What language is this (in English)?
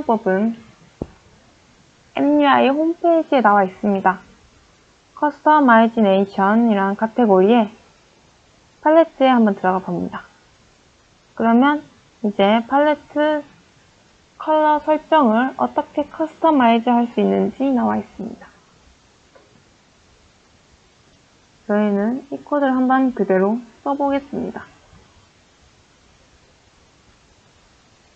Korean